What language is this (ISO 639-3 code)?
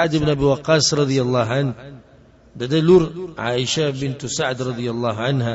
pus